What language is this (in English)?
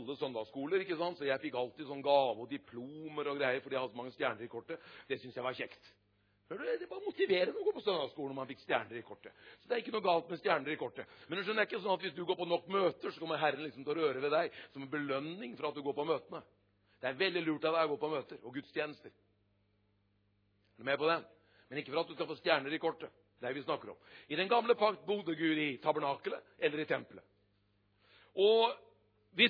Norwegian